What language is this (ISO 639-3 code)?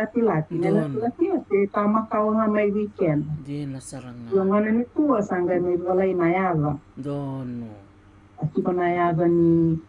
fij